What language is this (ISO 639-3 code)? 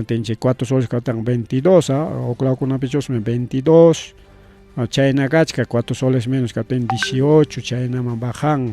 quy